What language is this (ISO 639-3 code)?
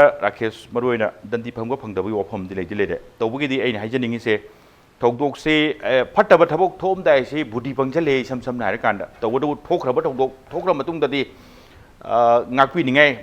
mni